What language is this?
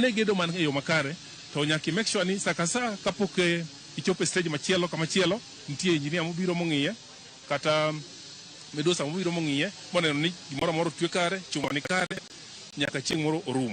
Luo (Kenya and Tanzania)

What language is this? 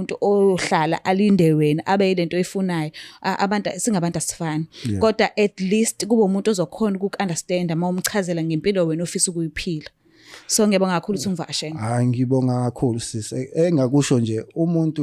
Zulu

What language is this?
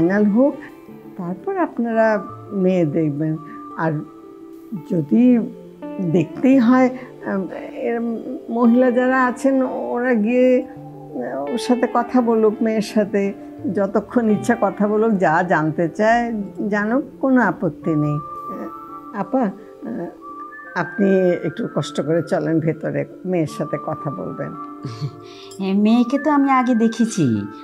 Bangla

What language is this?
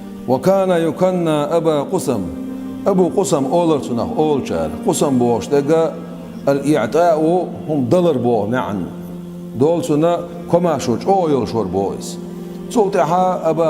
Chechen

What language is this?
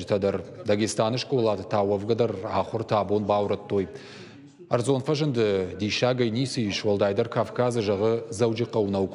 Ossetic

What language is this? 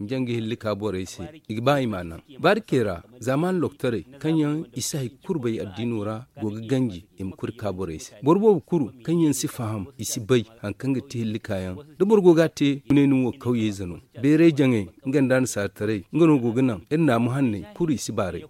Zarma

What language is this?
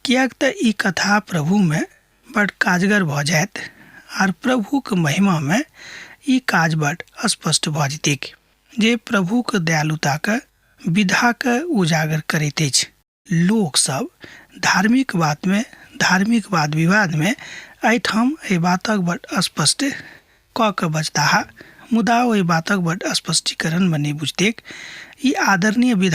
Maithili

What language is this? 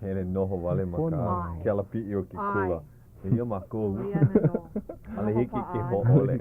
Hawaiian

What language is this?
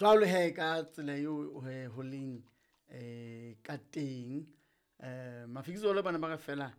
Southern Sotho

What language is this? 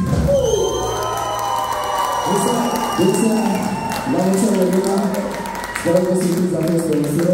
Romanian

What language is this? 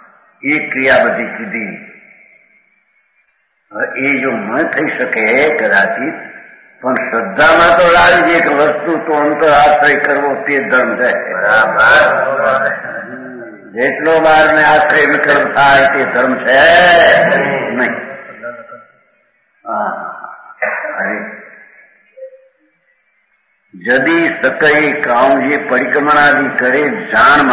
Gujarati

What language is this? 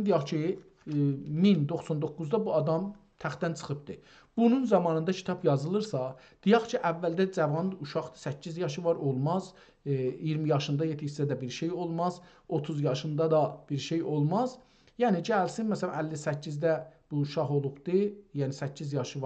South Azerbaijani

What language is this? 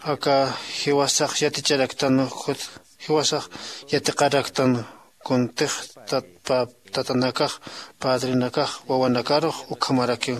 Aymara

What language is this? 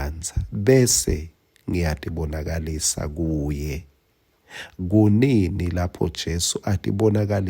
Swati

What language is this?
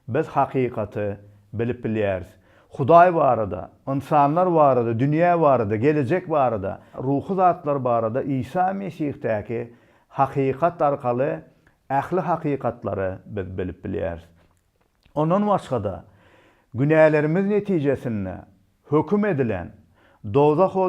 Turkmen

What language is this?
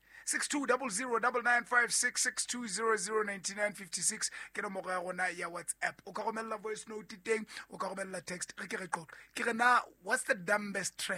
Southern Sotho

